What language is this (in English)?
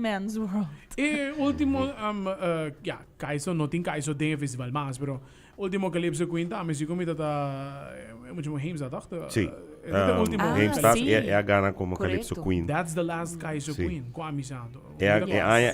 Papiamento